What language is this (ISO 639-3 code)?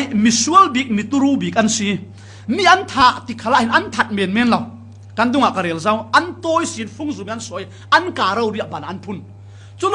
cfm